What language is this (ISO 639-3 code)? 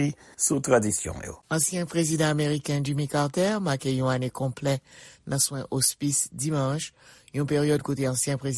hat